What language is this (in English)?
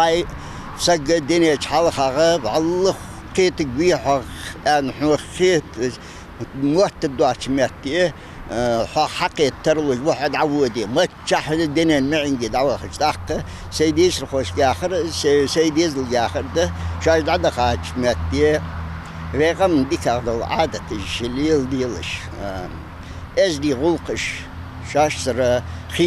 Ingush